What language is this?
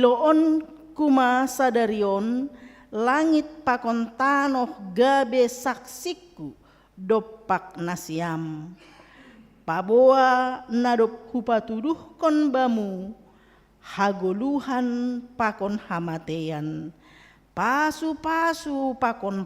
Batak Simalungun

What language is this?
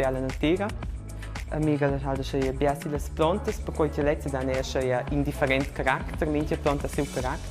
Romansh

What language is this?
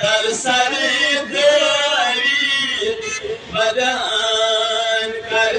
Kashmiri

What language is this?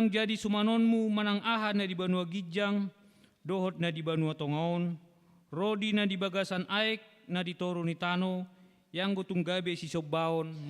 Batak Toba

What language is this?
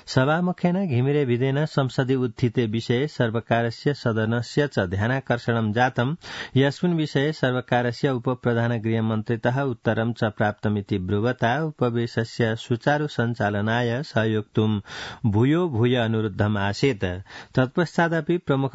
Sanskrit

